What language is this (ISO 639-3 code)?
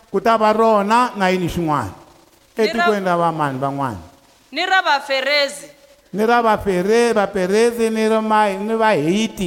tso